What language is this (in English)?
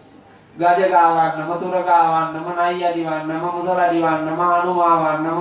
Sinhala